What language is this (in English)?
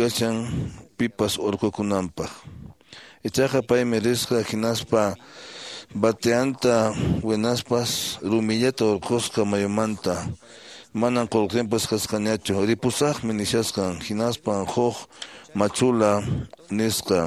Quechua